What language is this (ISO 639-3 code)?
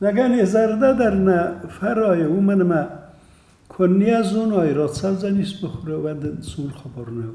oss